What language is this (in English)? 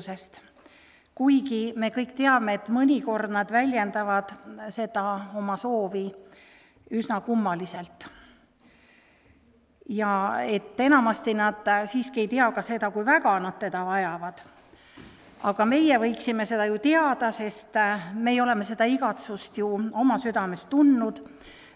Estonian